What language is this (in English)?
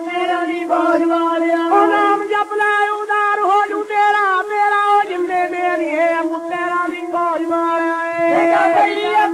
Punjabi